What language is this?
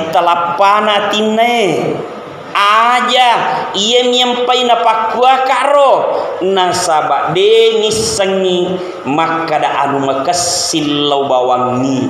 Buginese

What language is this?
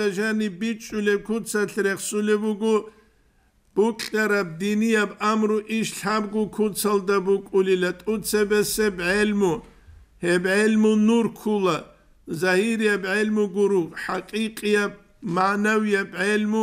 Avaric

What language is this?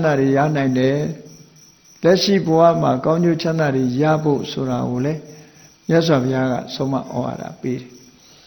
Burmese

